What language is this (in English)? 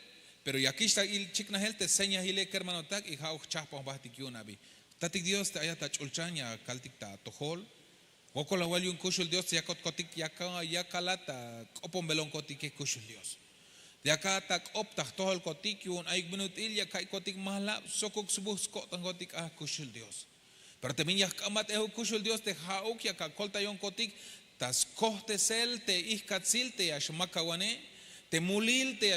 Tzeltal